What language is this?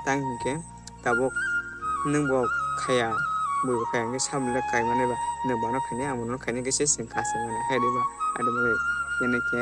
Kok Borok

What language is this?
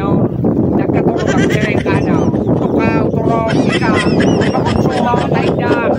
Bikol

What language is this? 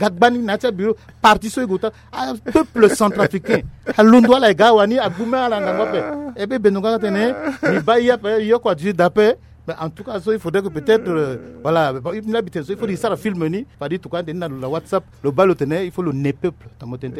Sango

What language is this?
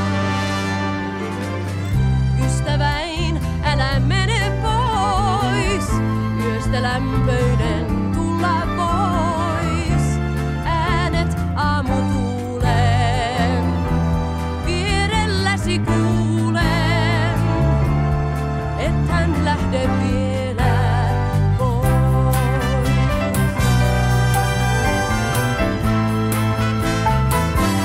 Finnish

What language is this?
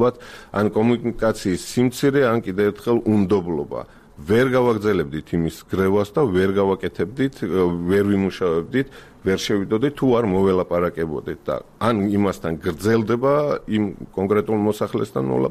Georgian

